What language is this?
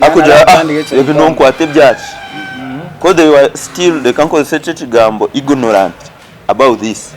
Nyankole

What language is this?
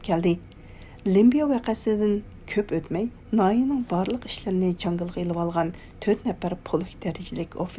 Uyghur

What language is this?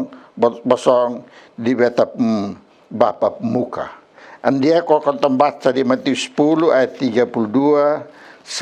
Kupang Malay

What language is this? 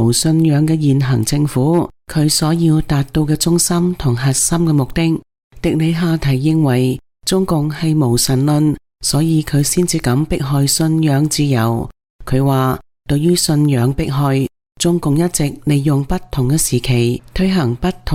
Cantonese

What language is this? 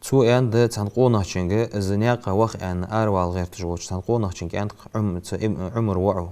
Ingush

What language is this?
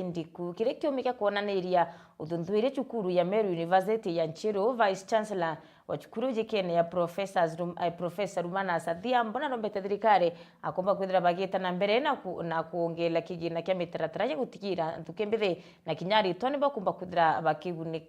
Meru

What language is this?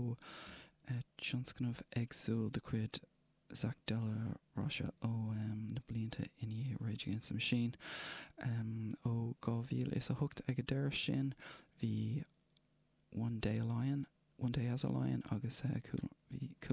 Irish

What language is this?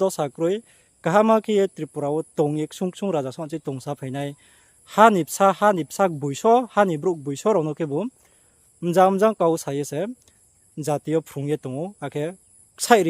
Riang (India)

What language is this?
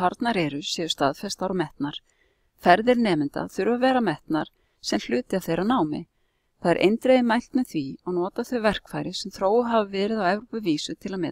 Icelandic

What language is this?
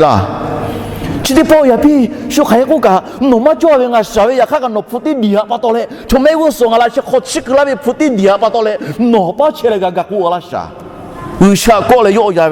Lahu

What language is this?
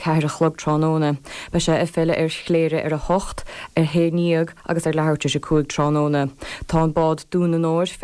Irish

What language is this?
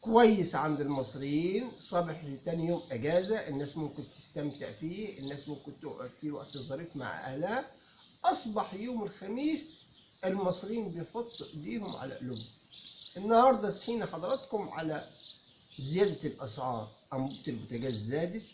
Egyptian Arabic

